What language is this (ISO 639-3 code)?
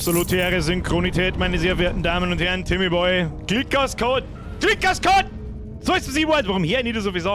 bar